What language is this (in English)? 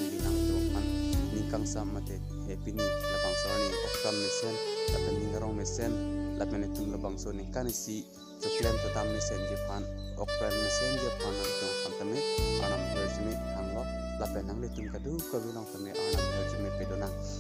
Karbi